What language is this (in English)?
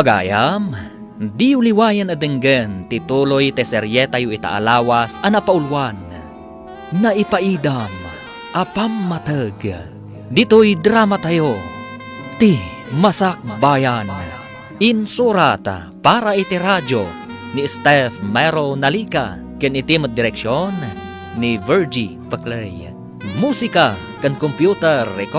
Iloko